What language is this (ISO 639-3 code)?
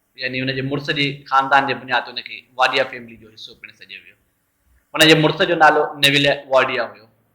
snd